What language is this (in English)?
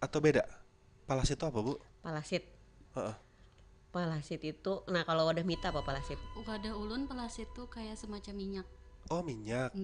Banjar